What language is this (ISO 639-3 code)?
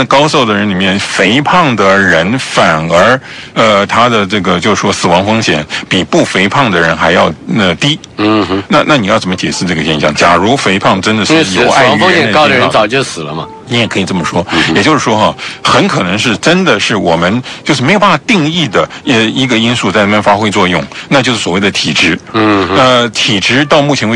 zho